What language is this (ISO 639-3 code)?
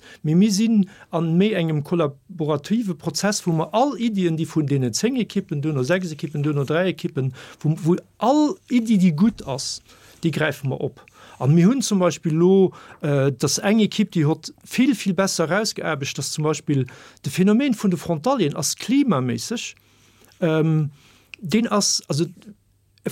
ltz